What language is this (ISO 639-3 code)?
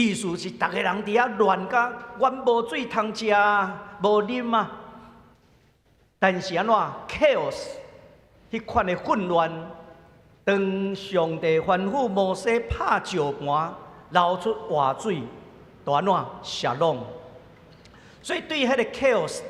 nan